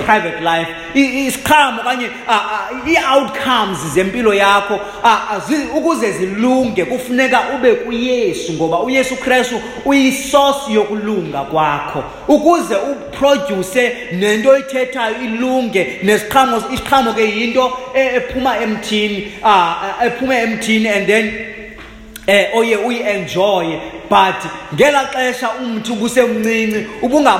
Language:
Xhosa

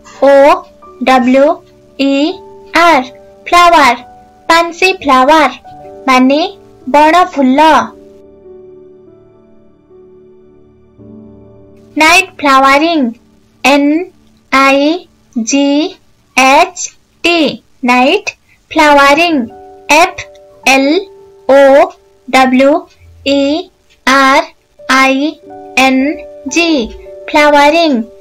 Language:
Odia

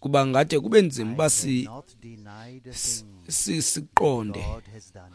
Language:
Xhosa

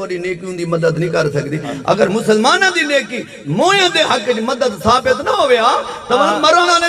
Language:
Saraiki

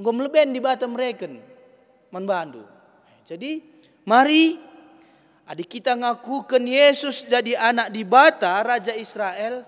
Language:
Batak Karo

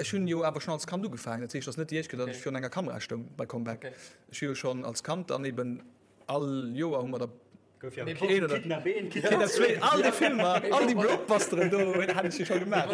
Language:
Luxembourgish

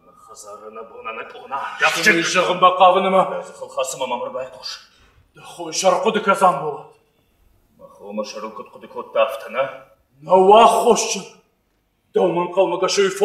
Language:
Ossetic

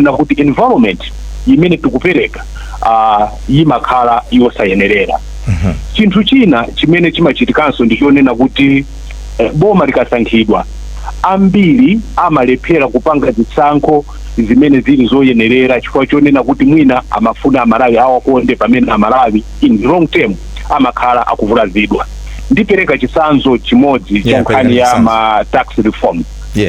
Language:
Nyanja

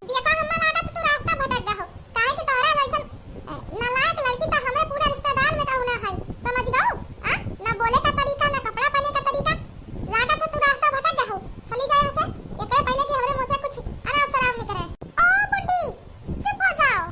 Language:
Awadhi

